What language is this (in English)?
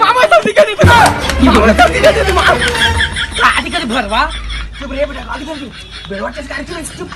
Chhattisgarhi